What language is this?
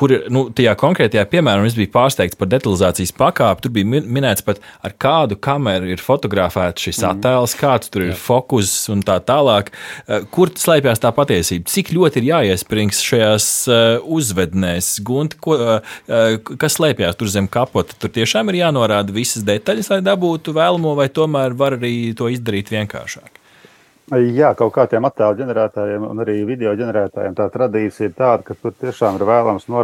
Latvian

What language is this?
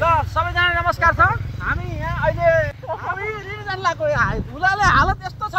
Nepali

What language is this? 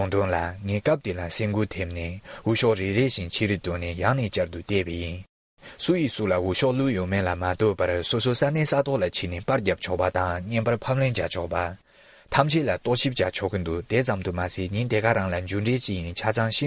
Tibetan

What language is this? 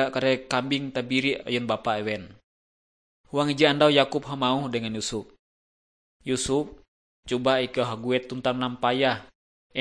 Ngaju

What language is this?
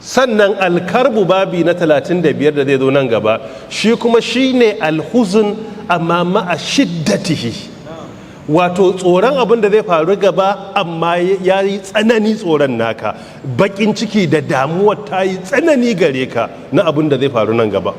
Hausa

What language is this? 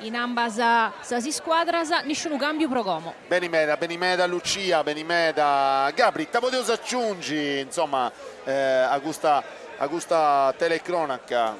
Sardinian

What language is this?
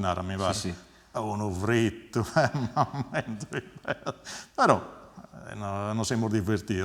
Sardinian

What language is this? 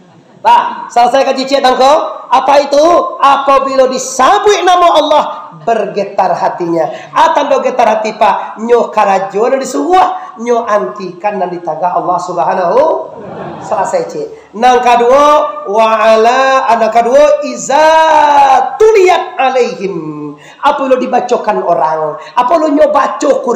Minangkabau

